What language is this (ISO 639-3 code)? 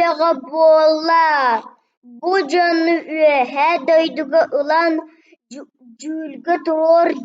sah